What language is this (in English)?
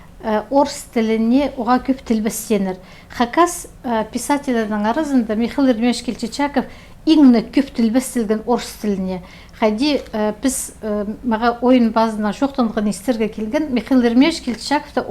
Khakas